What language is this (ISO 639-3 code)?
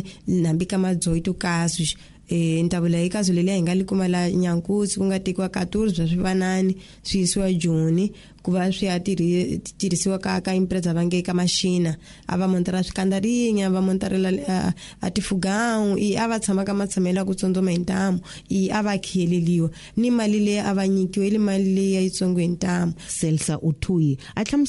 tso